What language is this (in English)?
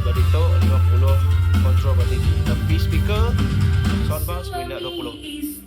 Iban